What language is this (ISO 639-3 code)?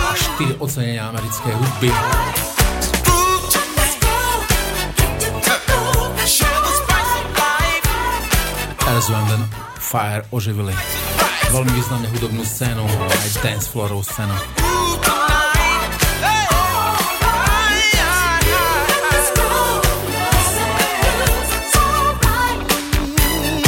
slk